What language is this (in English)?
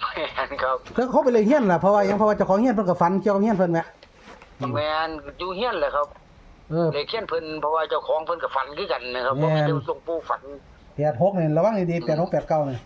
Northeastern Thai